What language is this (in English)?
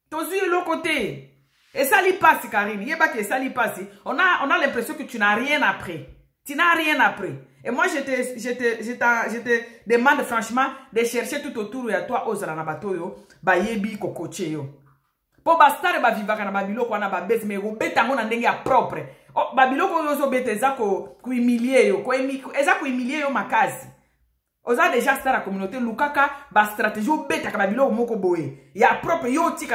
Lingala